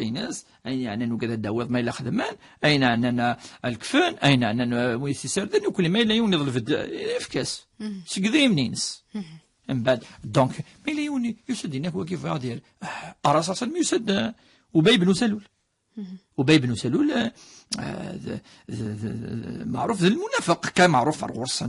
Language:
Kabyle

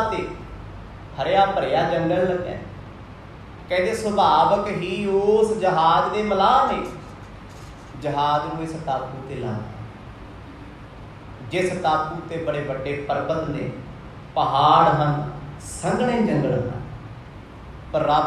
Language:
Punjabi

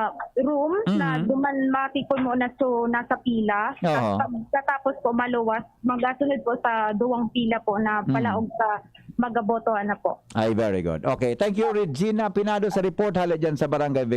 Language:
Bikol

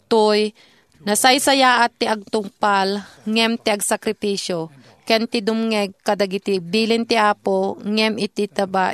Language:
Iloko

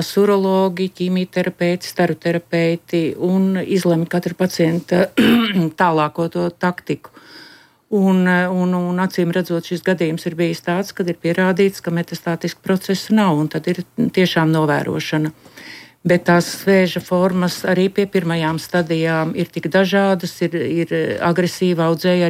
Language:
Latvian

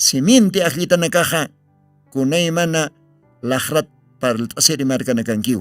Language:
Aymara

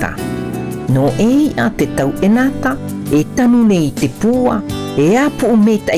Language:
South Marquesan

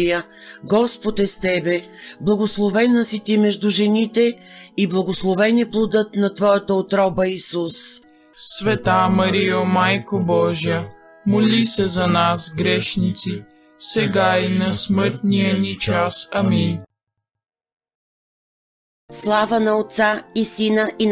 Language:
Bulgarian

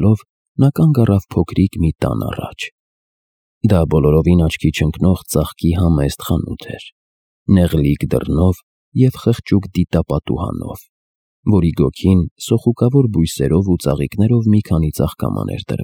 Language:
Armenian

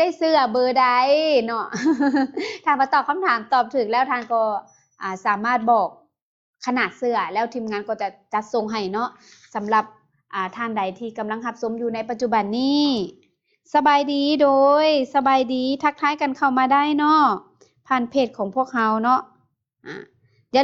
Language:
Lao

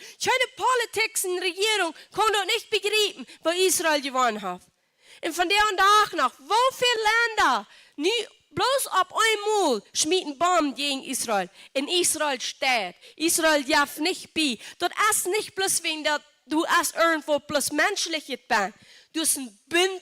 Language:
Plautdietsch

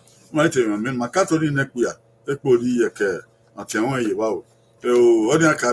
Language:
Bini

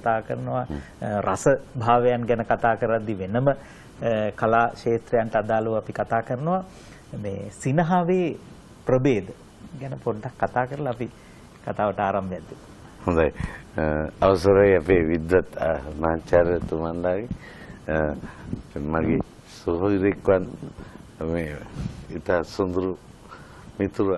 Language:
Sinhala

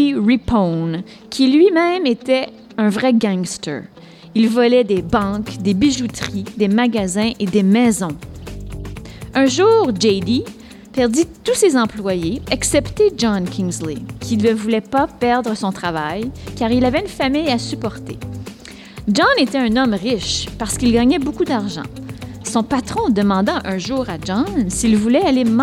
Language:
French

